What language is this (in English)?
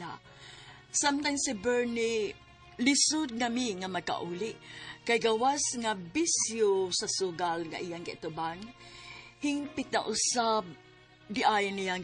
Cebuano